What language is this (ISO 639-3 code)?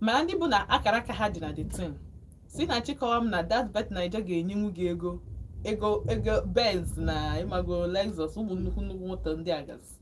ibo